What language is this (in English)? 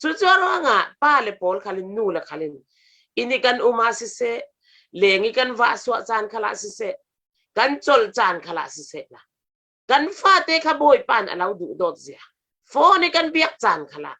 Falam Chin